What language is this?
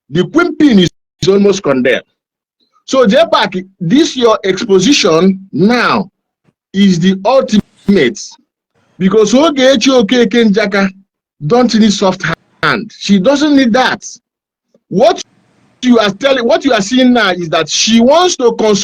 Igbo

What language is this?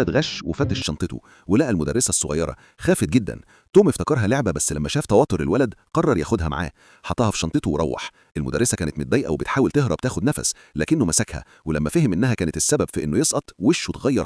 Egyptian Arabic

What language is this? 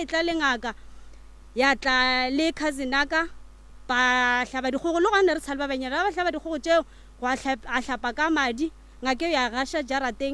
Northern Sotho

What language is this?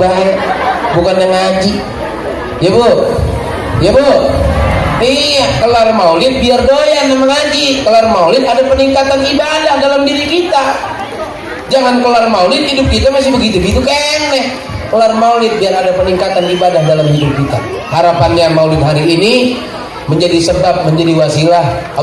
Betawi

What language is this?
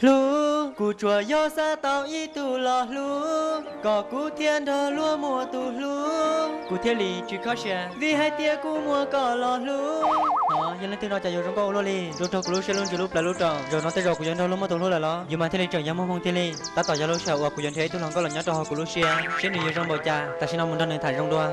Hmong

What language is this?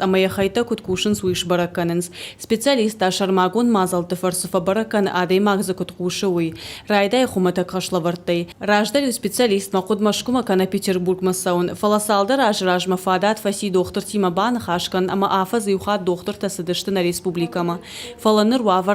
Ossetic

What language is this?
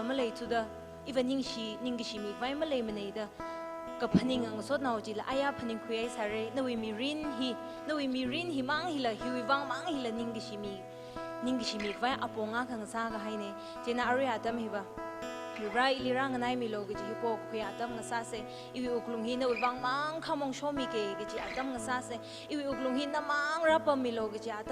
Tangkhul Naga (India)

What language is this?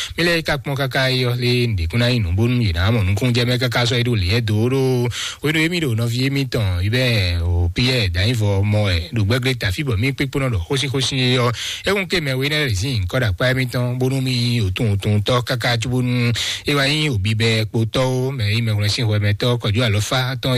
Fon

